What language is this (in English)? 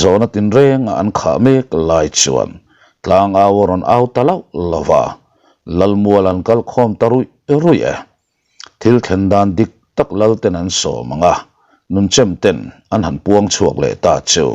Mizo